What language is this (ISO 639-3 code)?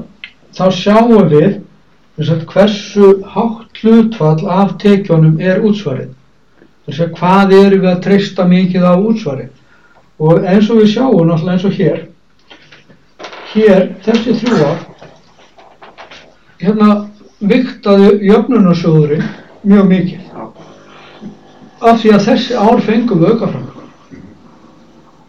isl